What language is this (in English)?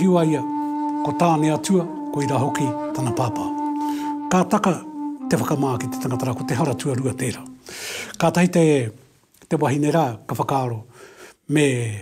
Māori